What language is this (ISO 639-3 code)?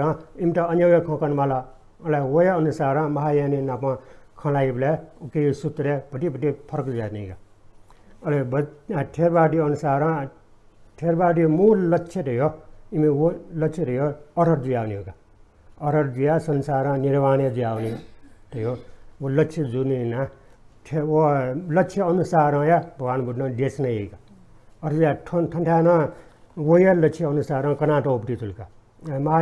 new